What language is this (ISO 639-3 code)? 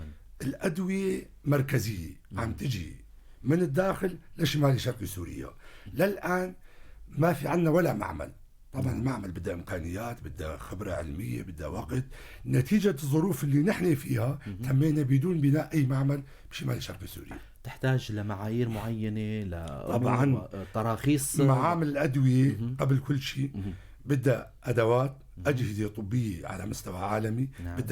apc